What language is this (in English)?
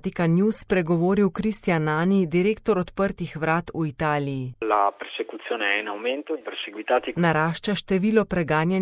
Slovenian